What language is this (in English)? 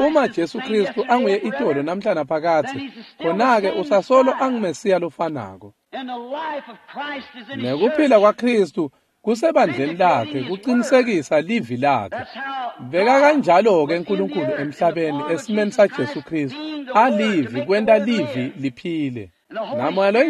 Swati